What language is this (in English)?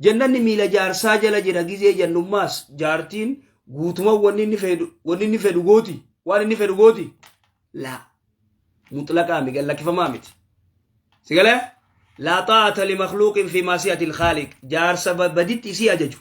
Oromo